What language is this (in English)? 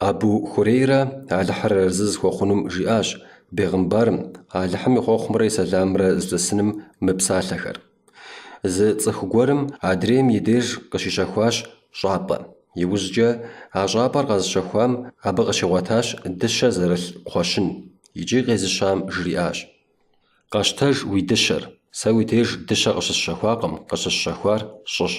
Kabardian